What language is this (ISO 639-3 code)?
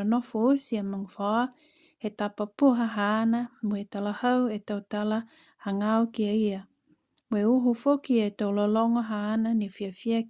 niu